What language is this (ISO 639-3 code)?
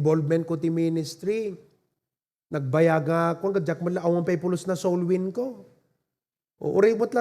ilo